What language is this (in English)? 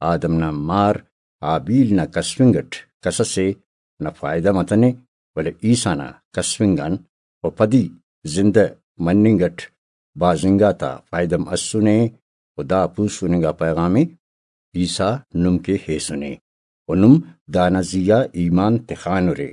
Brahui